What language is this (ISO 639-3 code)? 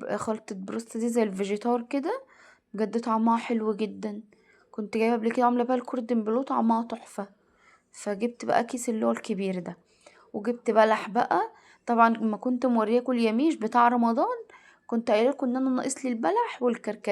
arz